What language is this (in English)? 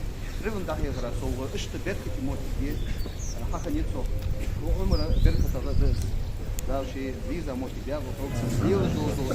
Ingush